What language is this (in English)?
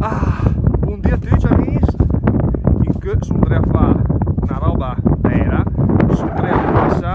Lombard